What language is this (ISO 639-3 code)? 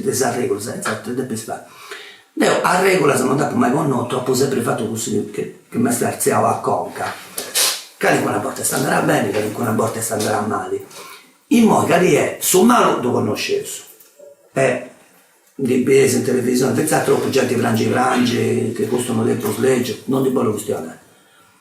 srd